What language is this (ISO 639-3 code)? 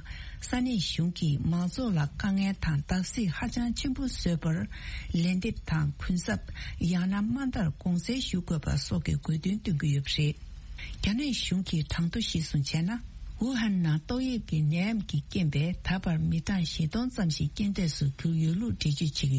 bod